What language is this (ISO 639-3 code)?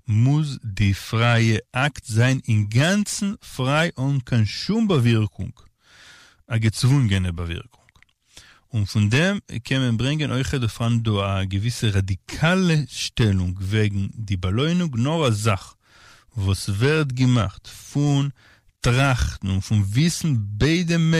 yid